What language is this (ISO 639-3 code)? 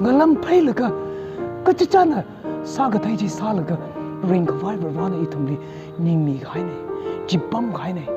nmf